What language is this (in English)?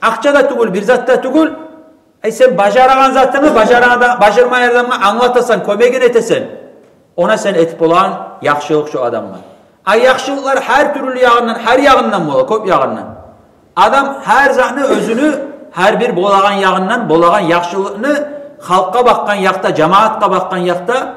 Kumyk